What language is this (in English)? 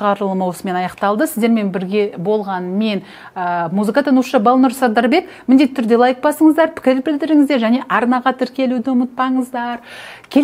Kazakh